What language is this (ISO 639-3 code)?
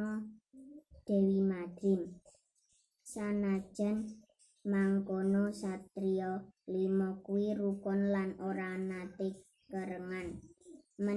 jav